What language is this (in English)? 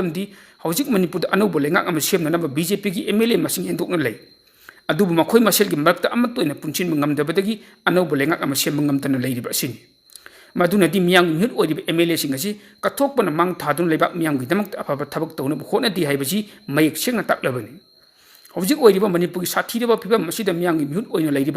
Manipuri